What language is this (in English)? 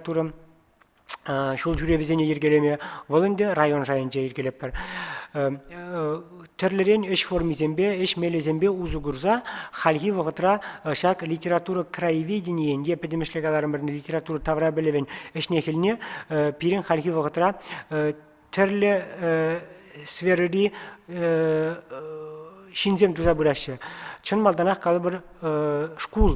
Chuvash